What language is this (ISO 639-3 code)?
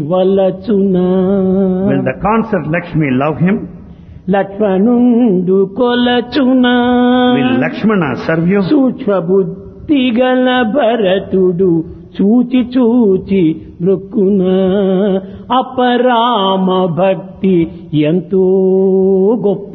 tel